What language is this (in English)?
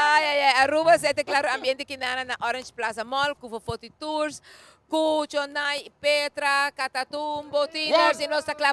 Papiamento